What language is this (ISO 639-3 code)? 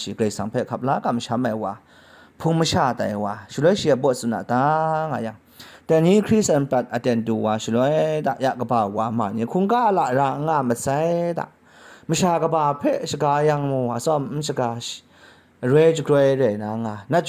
kac